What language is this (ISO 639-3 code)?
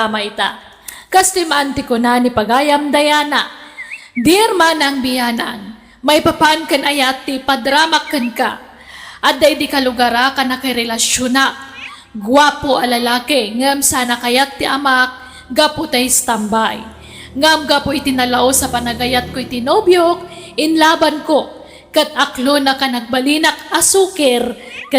ilo